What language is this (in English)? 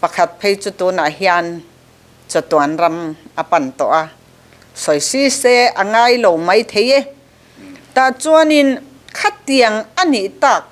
Mizo